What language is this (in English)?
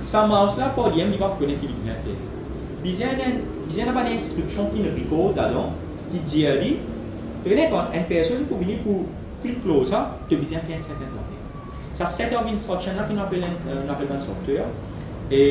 Morisyen